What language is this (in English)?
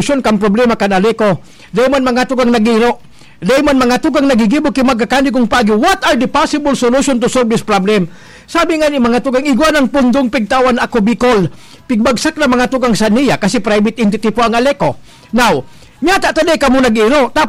Bikol